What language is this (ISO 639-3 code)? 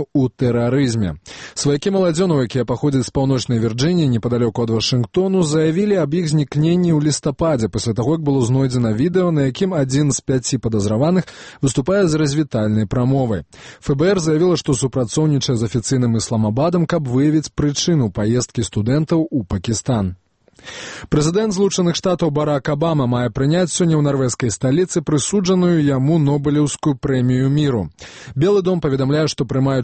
bel